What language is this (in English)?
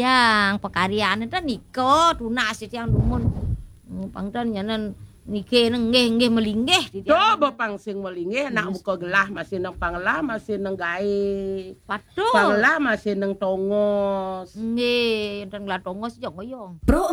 Balinese